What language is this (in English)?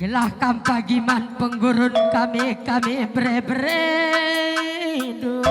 Batak Karo